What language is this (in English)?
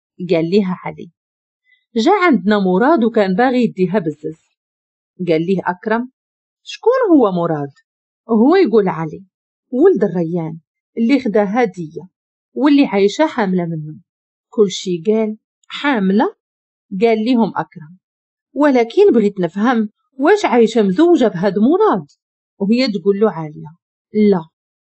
Moroccan Arabic